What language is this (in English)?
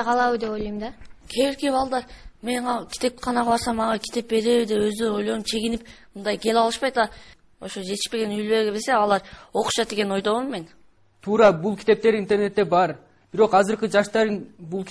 Kyrgyz